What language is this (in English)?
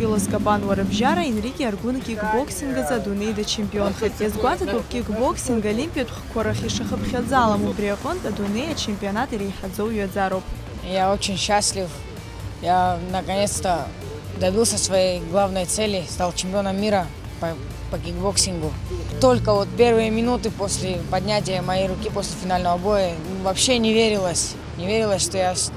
Abkhazian